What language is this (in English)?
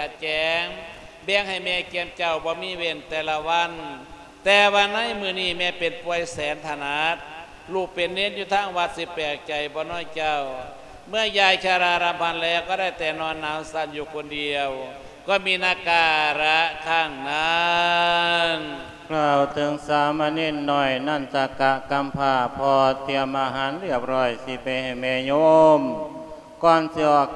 Lao